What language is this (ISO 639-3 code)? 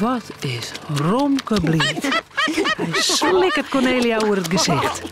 fry